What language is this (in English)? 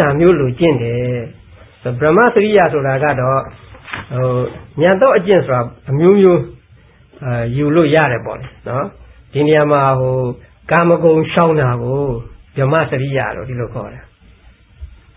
Burmese